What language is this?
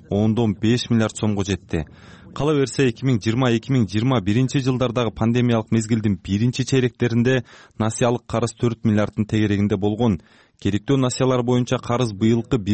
Kyrgyz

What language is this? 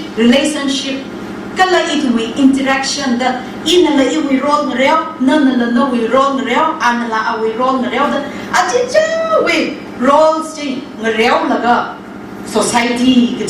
Tangkhul Naga (India)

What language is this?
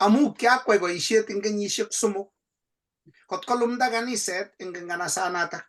Kalenjin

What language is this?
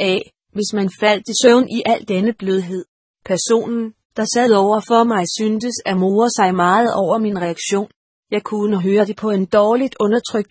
Danish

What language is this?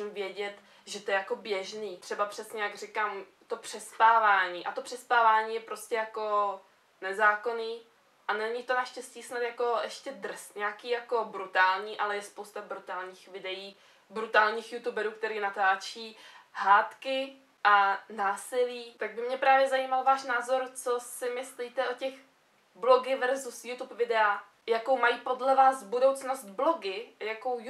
Czech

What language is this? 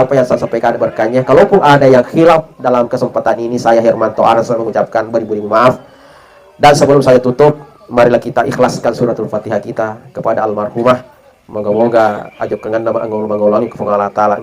Buginese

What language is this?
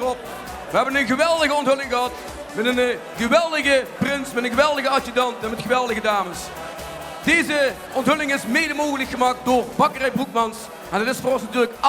Limburgish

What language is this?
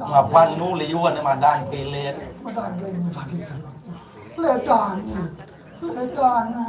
Balinese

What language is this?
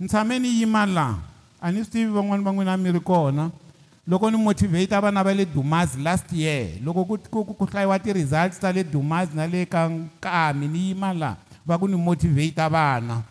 Tsonga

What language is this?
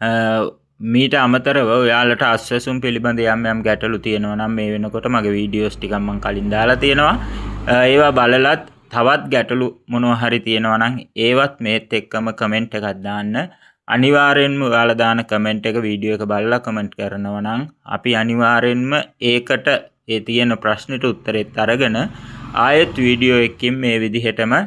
Sinhala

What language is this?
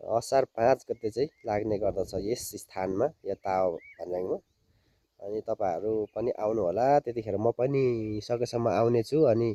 Nepali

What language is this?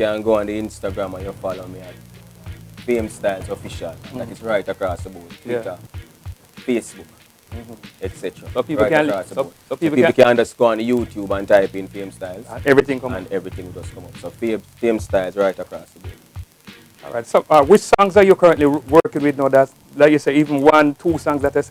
Jamaican Creole English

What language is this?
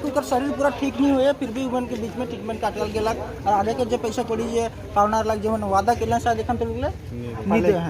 Sadri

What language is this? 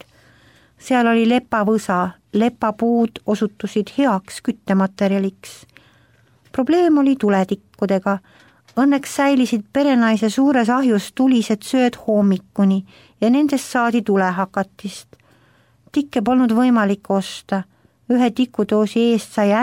Estonian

